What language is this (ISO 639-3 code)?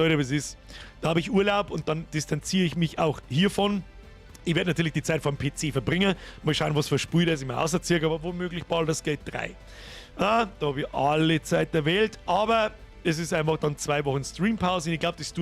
bar